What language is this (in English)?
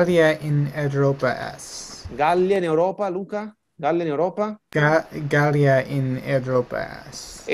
Latin